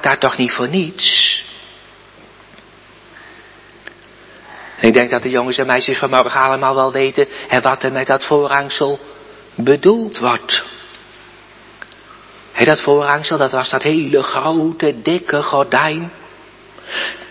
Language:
Dutch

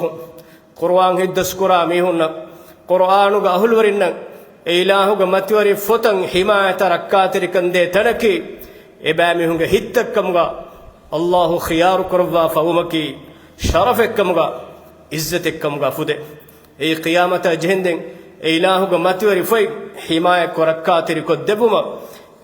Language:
Divehi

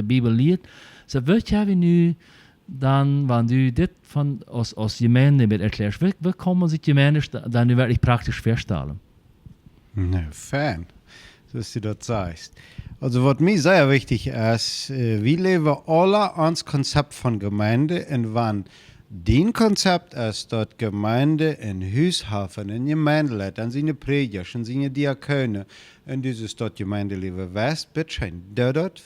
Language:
Plautdietsch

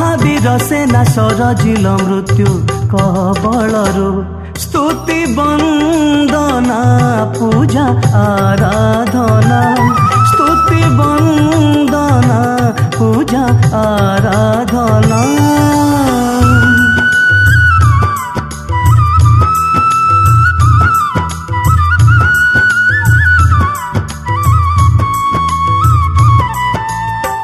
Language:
Odia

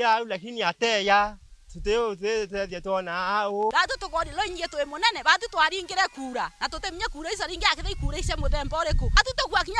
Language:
Meru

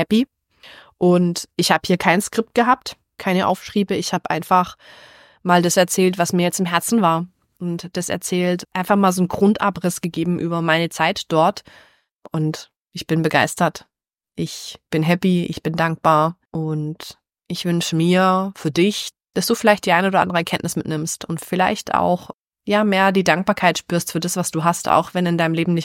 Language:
German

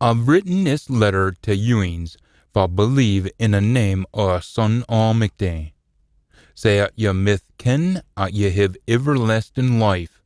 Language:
Scots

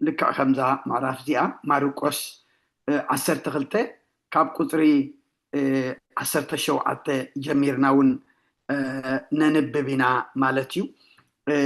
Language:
Tigrinya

